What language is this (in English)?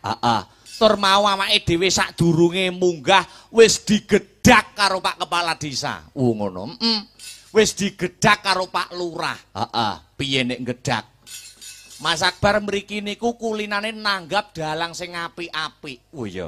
Javanese